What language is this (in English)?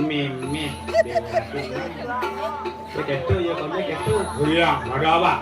Balinese